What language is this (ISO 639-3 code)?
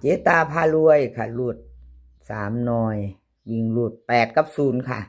tts